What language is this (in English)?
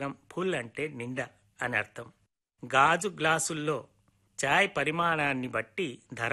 Telugu